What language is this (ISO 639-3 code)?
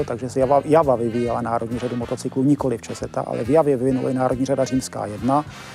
ces